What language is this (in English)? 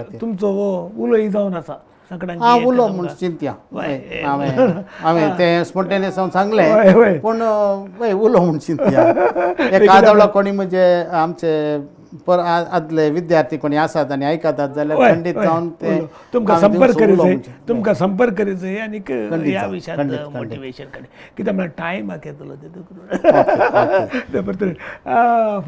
Konkani